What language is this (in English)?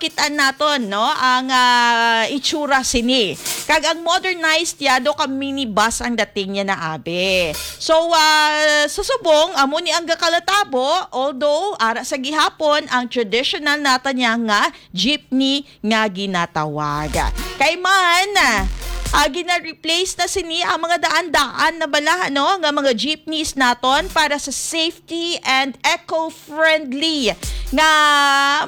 Hiligaynon